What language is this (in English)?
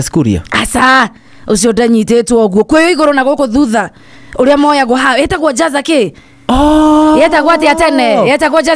Kikuyu